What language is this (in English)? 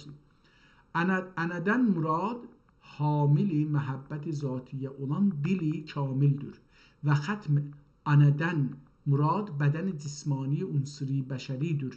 South Azerbaijani